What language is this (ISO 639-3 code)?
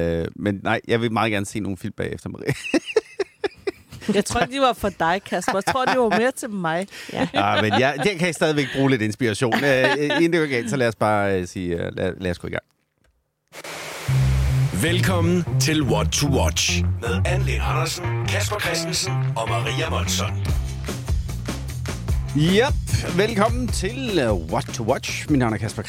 dan